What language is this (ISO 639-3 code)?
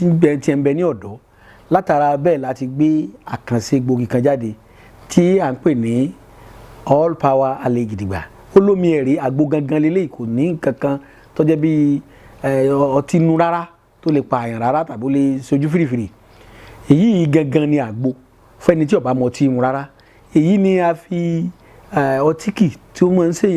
yor